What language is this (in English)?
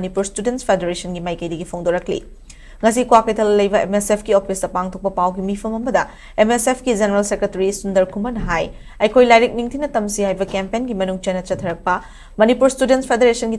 Manipuri